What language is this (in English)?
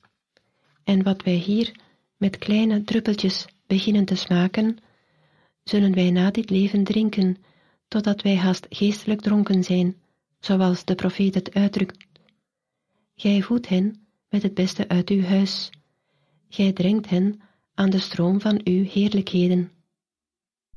Dutch